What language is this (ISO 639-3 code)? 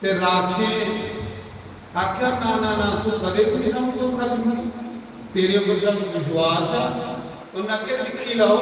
doi